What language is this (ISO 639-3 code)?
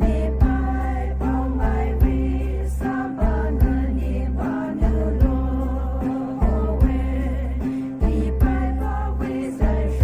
pmx